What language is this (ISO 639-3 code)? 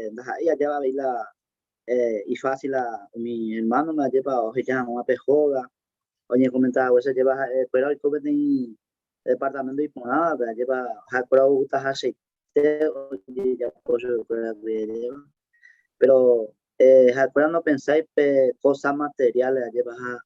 grn